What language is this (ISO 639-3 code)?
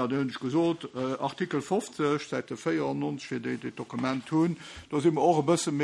ltz